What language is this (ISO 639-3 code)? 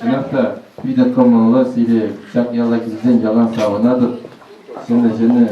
chv